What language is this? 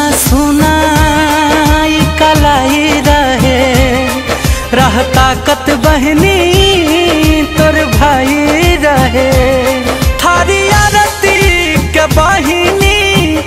Bhojpuri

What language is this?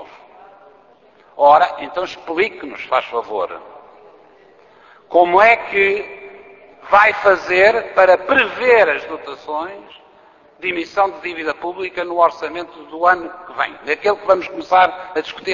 Portuguese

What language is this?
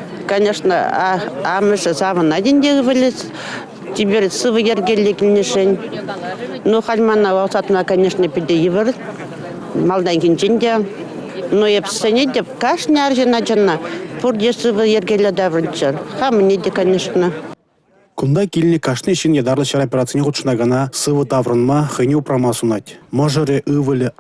Chuvash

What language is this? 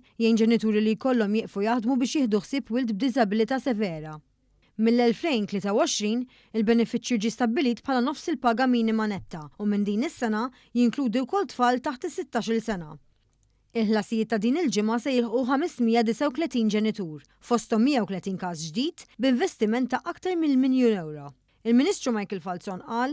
Maltese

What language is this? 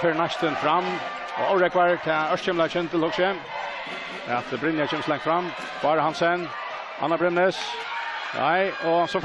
Faroese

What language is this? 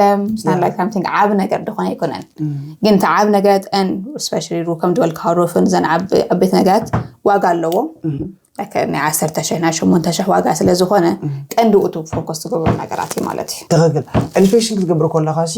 Tigrinya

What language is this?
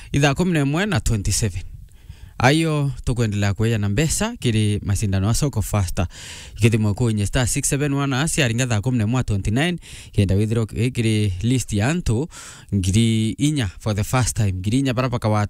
Meru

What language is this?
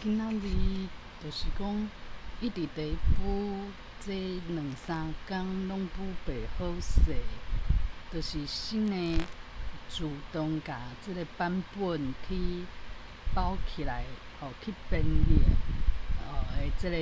Min Nan Chinese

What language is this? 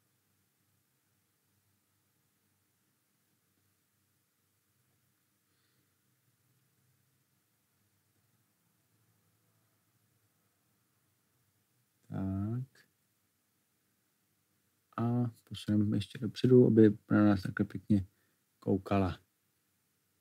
Czech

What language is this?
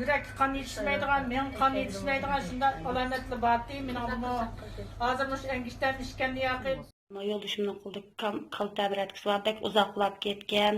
Uyghur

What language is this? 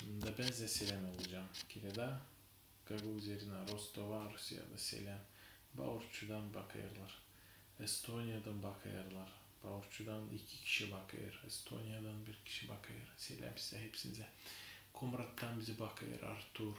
Gagauz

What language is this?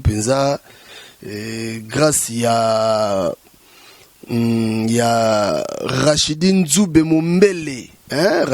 Lingala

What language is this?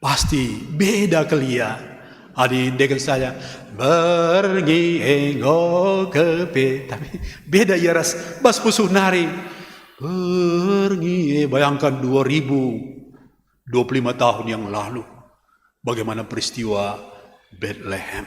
Batak Karo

